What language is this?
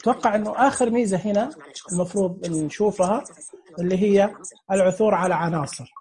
Najdi Arabic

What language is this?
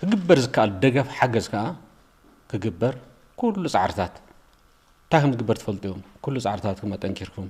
Tigrinya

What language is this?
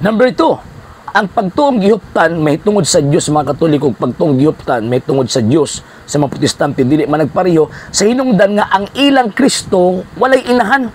Cebuano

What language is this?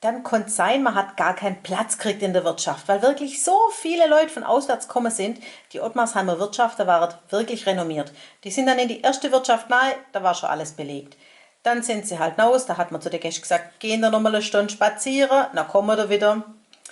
Swabian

